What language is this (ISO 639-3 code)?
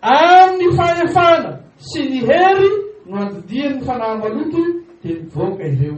mlg